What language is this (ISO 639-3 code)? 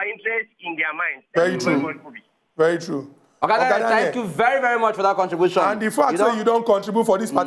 pcm